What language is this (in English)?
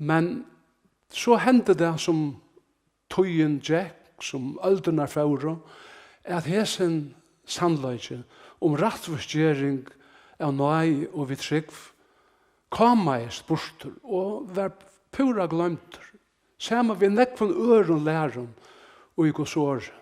Faroese